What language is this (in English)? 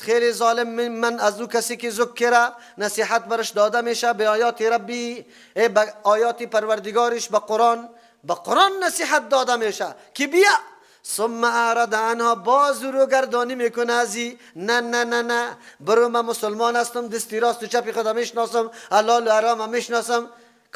Persian